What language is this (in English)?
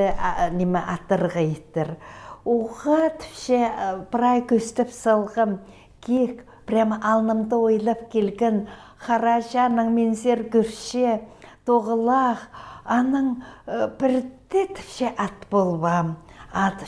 Khakas